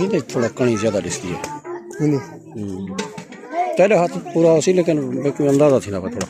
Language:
Saraiki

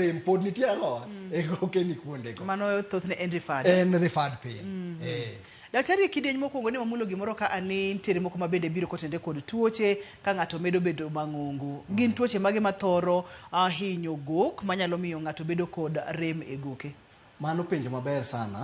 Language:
Luo (Kenya and Tanzania)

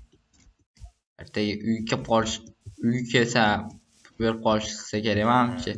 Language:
Uzbek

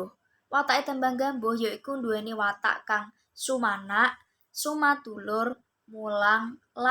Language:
Javanese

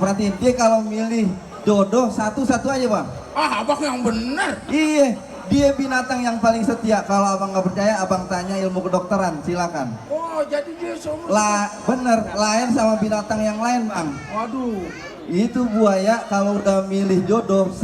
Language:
Betawi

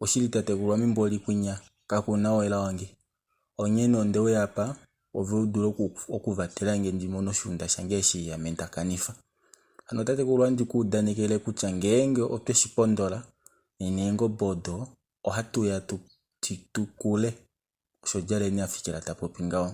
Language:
Kuanyama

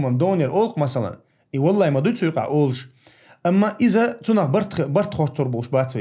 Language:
Chechen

